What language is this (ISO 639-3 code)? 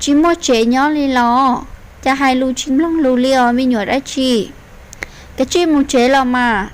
hmn